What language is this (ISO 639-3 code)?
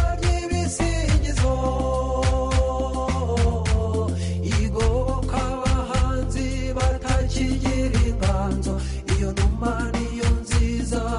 kin